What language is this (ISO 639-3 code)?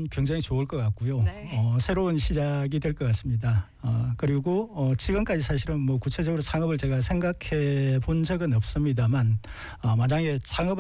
kor